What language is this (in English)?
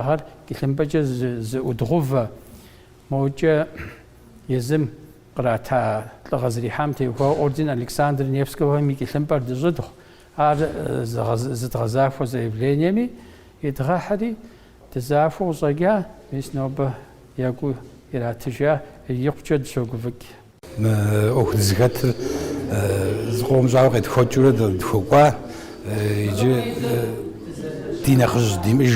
Kabardian